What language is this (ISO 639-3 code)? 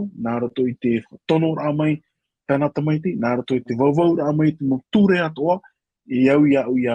tah